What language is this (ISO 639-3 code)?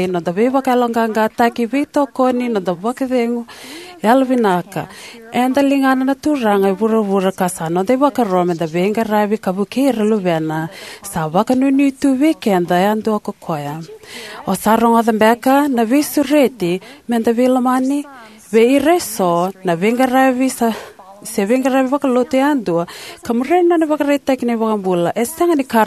fij